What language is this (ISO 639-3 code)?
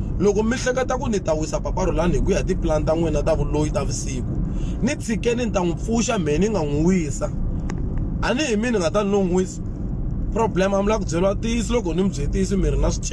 tso